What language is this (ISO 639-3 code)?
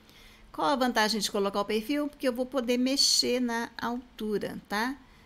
por